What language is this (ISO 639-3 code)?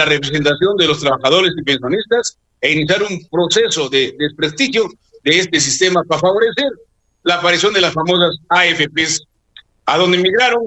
spa